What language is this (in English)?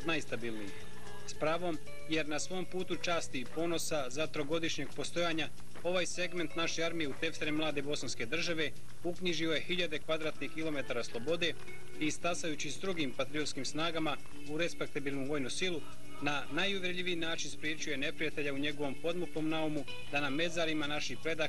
Bosnian